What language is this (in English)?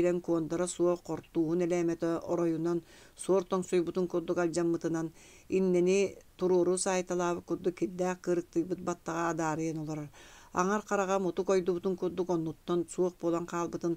Yakut